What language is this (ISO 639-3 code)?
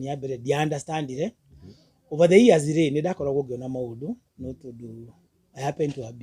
kik